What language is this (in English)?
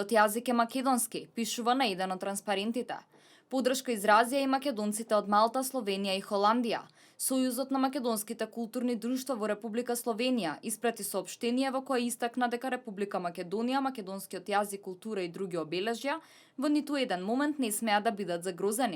Macedonian